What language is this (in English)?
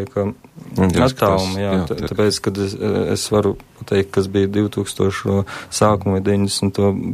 Latvian